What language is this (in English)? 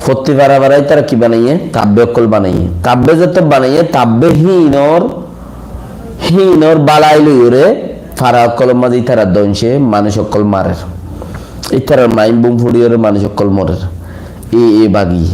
Rohingya